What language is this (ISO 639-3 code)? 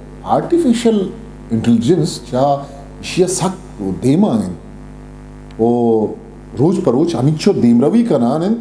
bgp